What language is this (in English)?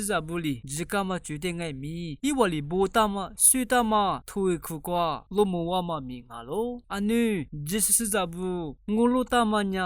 Lisu